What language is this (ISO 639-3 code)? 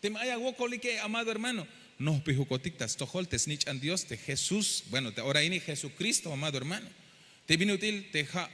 tzh